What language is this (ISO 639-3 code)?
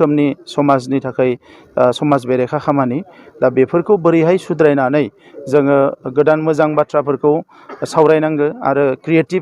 brx